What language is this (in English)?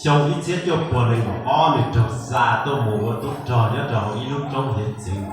Hmong